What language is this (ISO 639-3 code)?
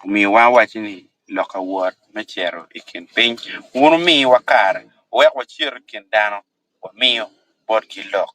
ach